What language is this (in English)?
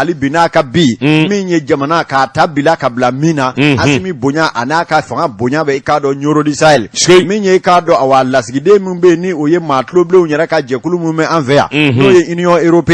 Bambara